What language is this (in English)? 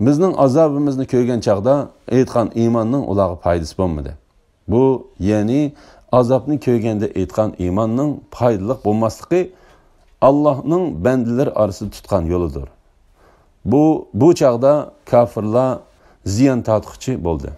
Uyghur